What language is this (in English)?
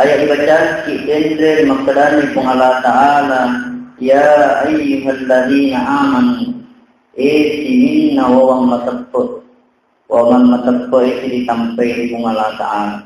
Buginese